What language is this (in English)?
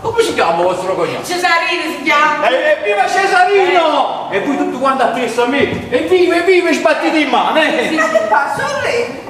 Neapolitan